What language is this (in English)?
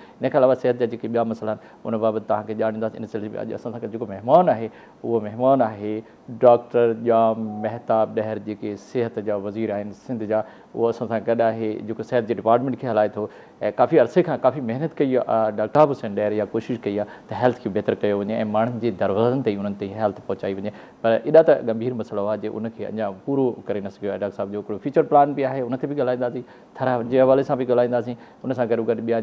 Sindhi